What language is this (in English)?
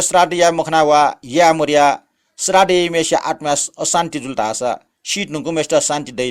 Newari